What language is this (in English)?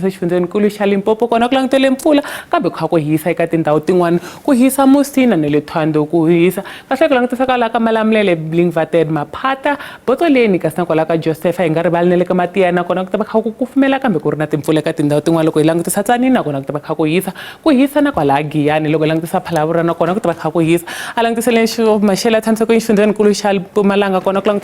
Tsonga